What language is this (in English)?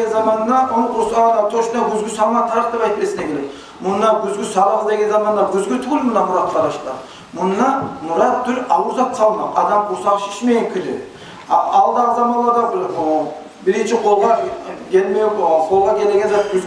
Kumyk